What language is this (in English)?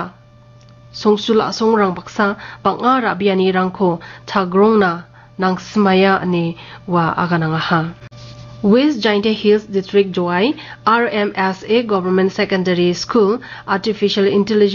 Garo